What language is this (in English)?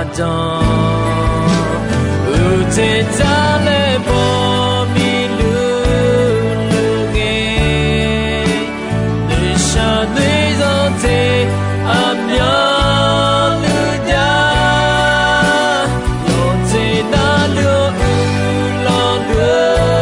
Akha